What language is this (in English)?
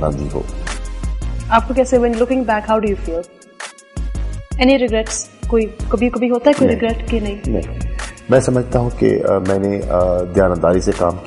Urdu